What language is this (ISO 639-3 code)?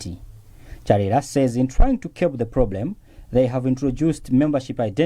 eng